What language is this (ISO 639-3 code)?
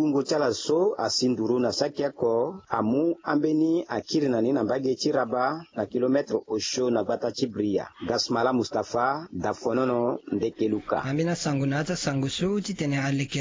sag